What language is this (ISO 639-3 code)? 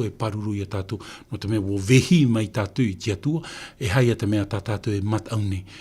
tah